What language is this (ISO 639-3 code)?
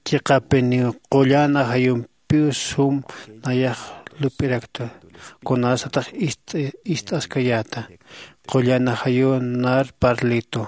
aym